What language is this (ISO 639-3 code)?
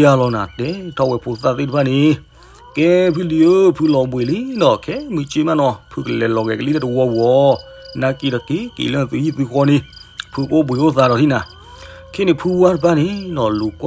ksw